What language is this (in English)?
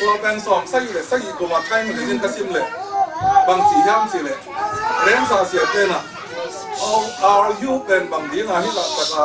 Tedim Chin